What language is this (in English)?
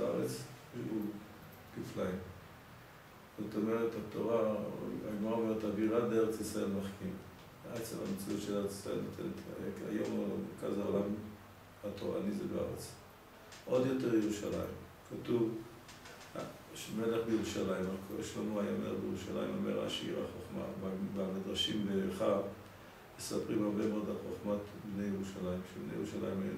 Hebrew